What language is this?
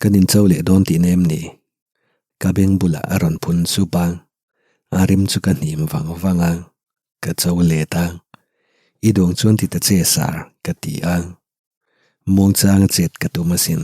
Mizo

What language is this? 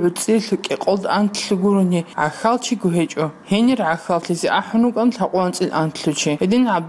Avaric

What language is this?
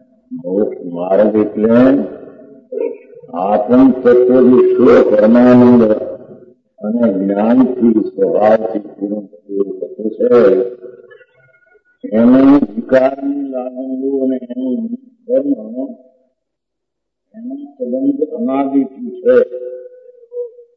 Gujarati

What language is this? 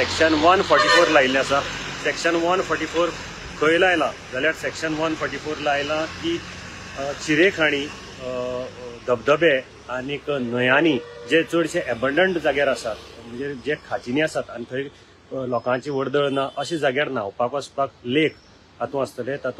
Konkani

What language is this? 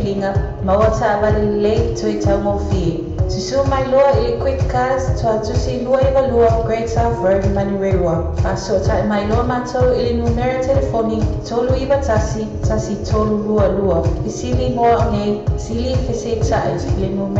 Samoan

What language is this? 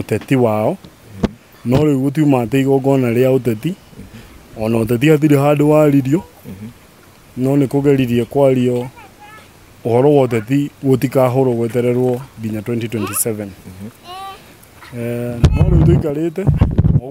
Kikuyu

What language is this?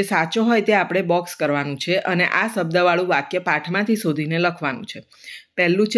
Gujarati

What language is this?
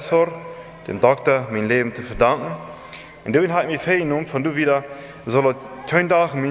Plautdietsch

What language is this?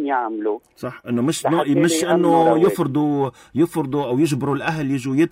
North Levantine Arabic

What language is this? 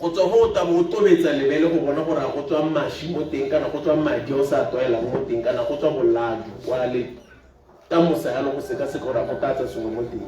Tswana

